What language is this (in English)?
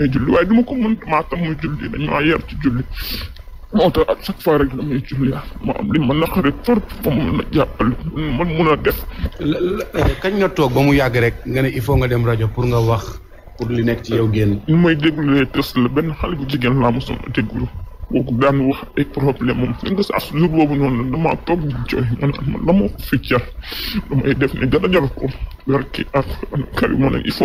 Wolof